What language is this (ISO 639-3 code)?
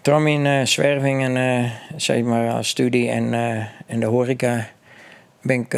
fry